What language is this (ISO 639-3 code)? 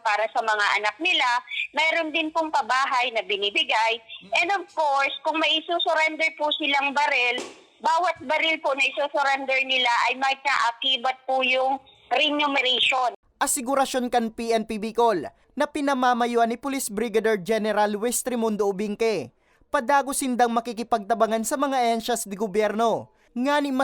bik